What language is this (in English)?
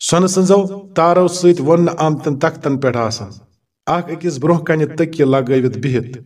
Kashmiri